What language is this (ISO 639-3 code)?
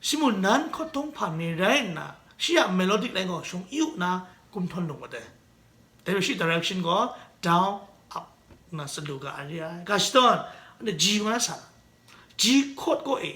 kac